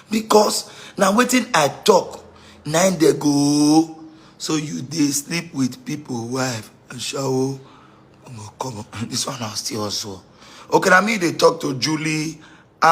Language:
Nigerian Pidgin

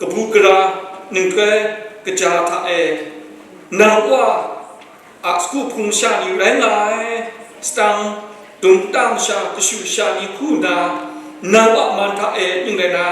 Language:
Kachin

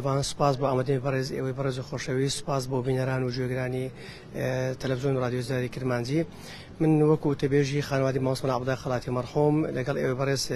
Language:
Central Kurdish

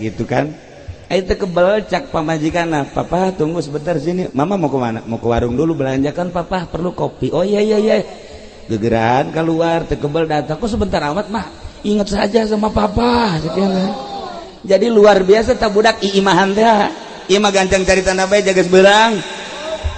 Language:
Sundanese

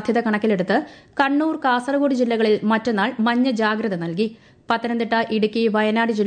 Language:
Malayalam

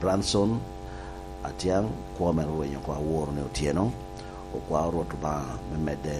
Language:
Lango (Uganda)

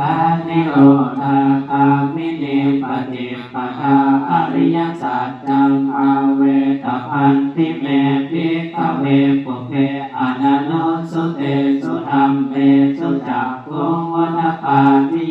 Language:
Pali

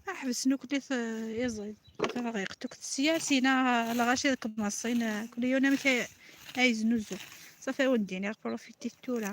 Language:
Kabyle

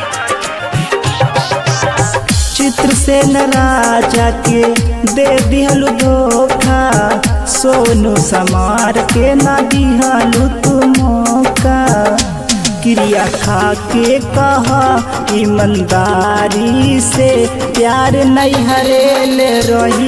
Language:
Bhojpuri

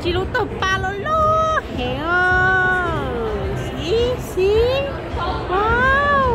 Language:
Hmong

